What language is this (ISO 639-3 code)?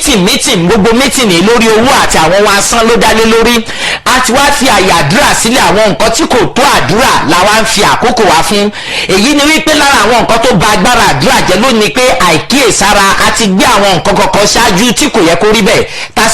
yor